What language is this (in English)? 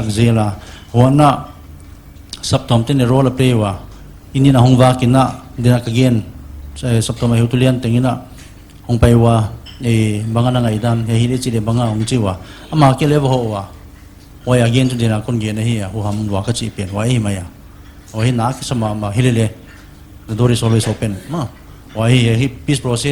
Paite Chin